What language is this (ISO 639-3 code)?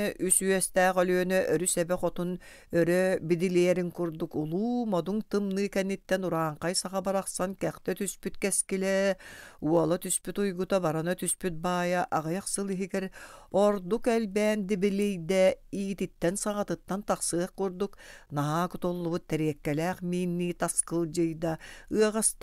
sah